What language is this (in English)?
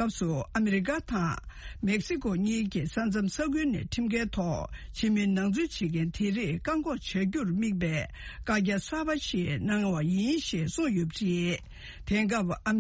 Tibetan